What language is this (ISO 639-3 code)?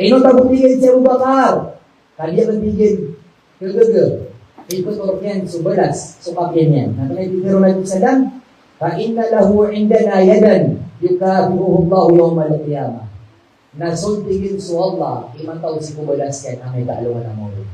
mrw